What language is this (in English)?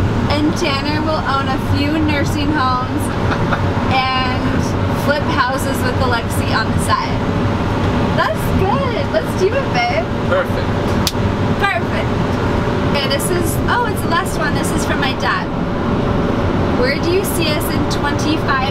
English